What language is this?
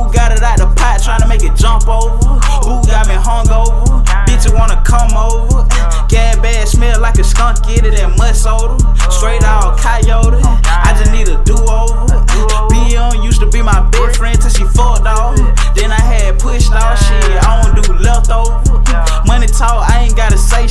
English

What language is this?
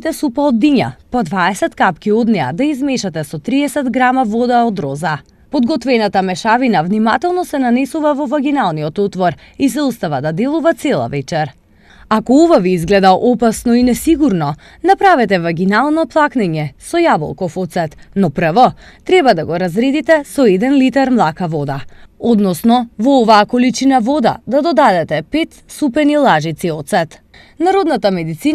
Macedonian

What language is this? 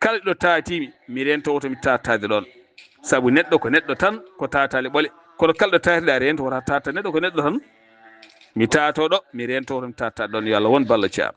Fula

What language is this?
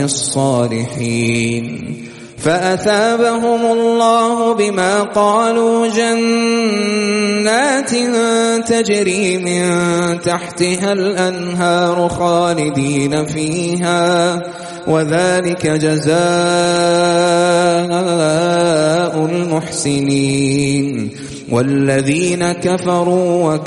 Arabic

